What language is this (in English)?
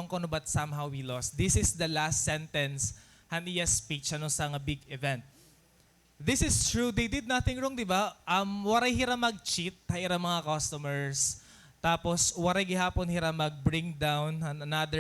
Waray